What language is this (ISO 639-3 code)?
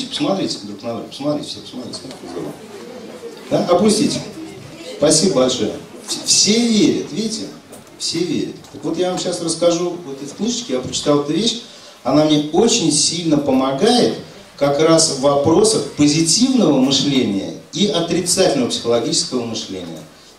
rus